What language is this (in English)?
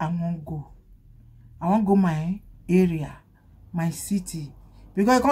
Nigerian Pidgin